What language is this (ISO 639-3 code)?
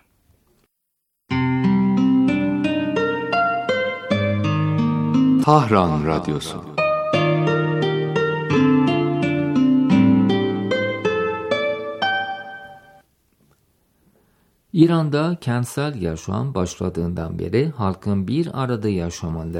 tur